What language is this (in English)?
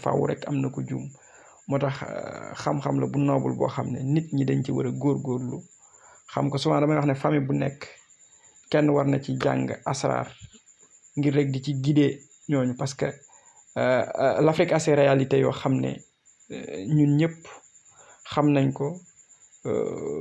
Wolof